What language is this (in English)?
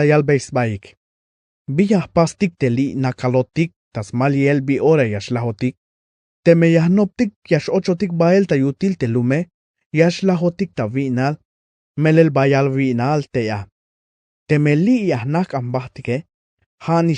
Tzeltal